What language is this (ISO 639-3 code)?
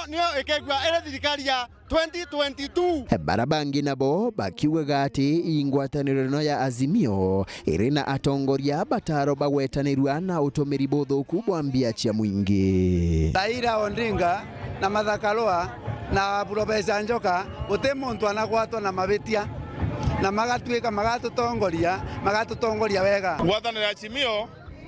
mer